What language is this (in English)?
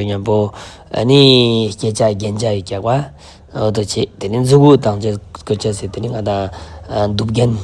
Ladakhi